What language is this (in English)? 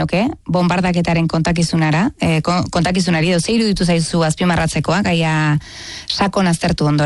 Basque